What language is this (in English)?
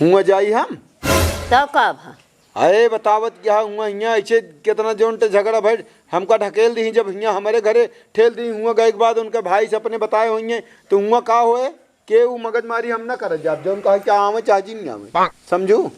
Awadhi